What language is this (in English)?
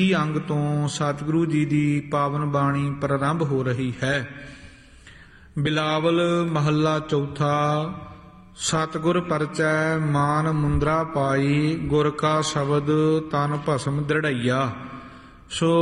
Punjabi